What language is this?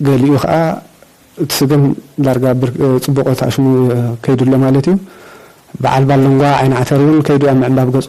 Tigrinya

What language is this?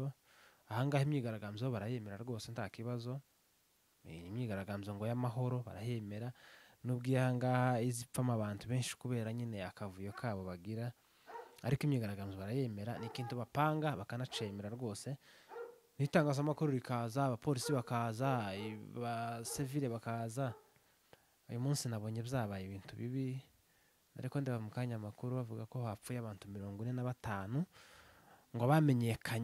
Rundi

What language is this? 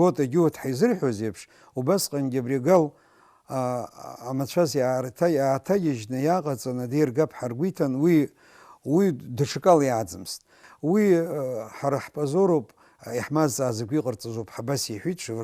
Abkhazian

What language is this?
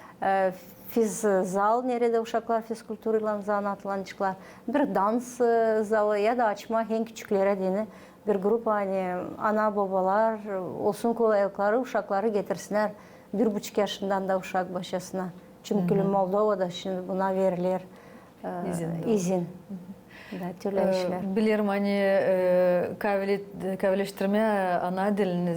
Gagauz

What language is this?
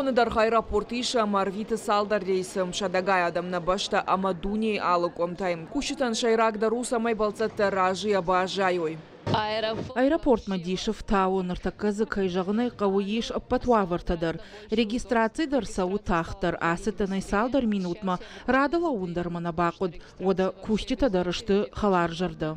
Ossetic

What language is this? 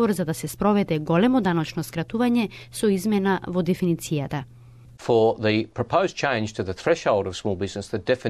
Macedonian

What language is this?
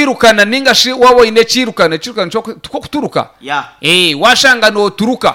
Nyankole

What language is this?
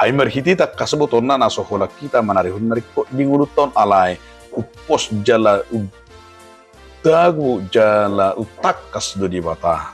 Batak Toba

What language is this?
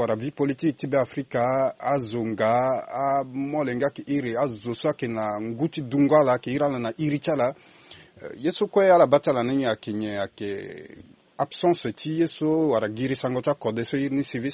Sango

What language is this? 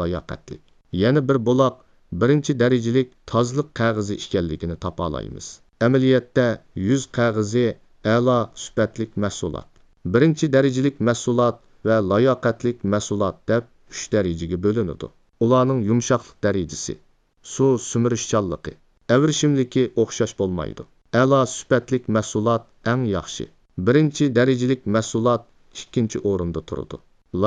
Uyghur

